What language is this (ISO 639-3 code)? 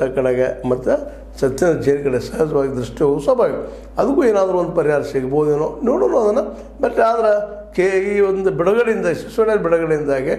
kan